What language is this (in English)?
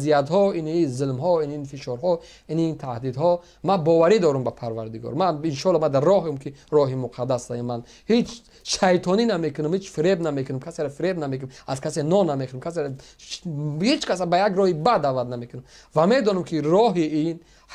Tajik